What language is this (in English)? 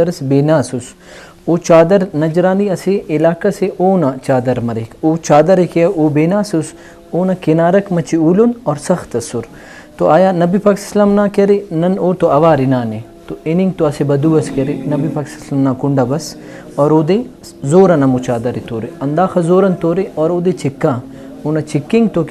Brahui